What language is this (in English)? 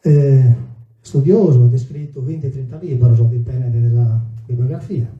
Sardinian